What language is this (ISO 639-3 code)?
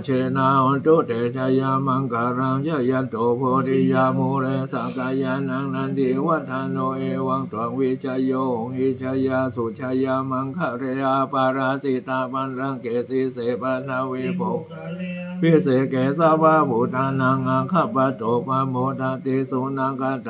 pli